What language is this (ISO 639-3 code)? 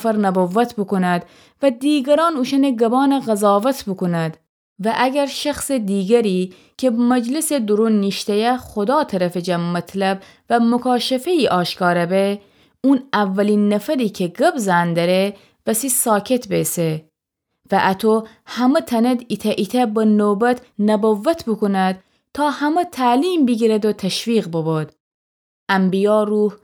glk